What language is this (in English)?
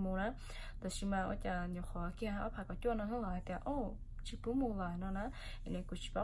Hmong